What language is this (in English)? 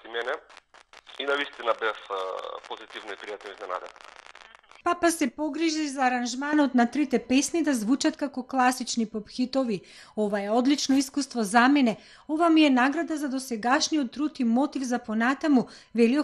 Macedonian